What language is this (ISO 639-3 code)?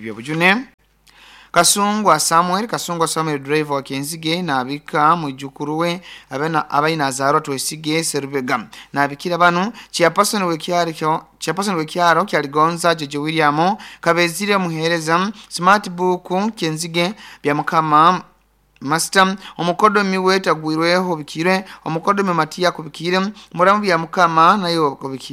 nyo